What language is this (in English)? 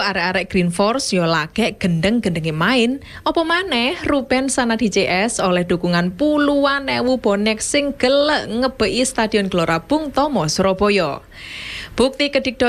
Javanese